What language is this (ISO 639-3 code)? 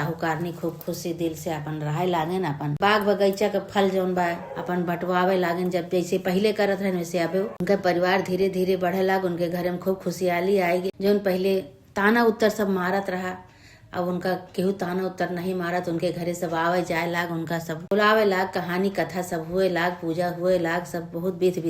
awa